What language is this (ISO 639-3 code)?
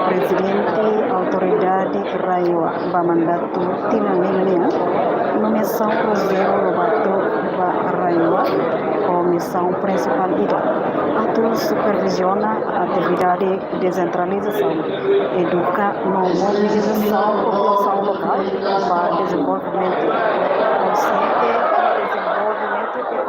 tet